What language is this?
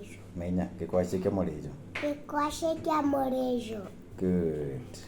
Meru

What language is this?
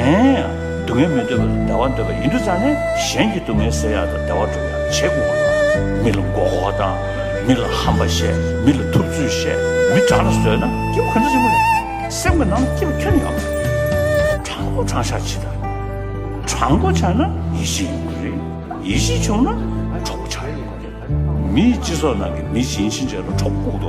Tibetan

